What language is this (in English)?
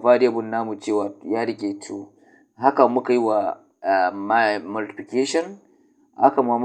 Hausa